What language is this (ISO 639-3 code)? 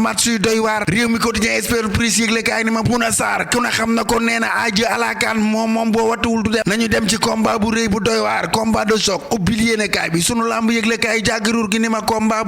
wol